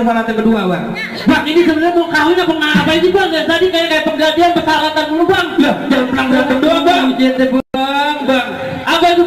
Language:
Betawi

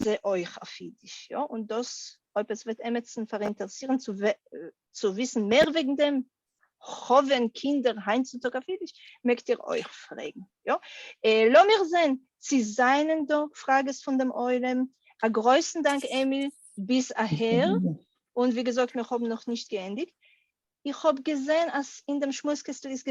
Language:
Yiddish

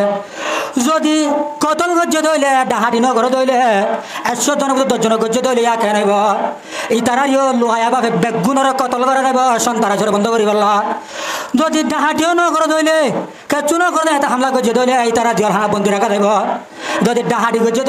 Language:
Rohingya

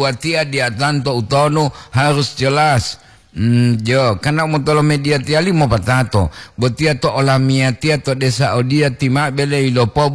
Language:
Gorontalo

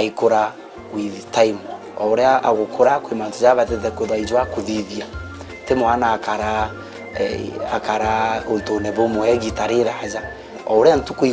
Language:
Meru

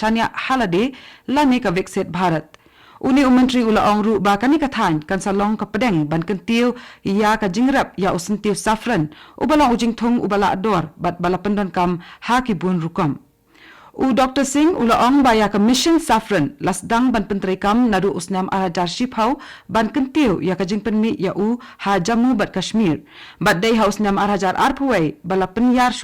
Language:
Khasi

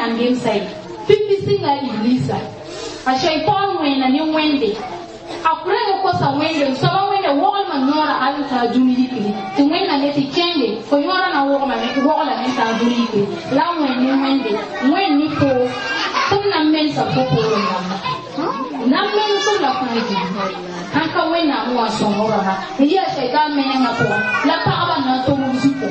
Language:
Mossi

